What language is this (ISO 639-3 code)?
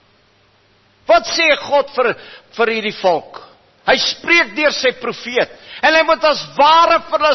afr